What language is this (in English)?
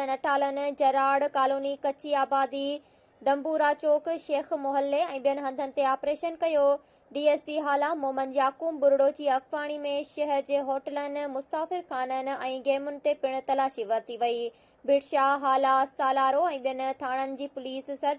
Sindhi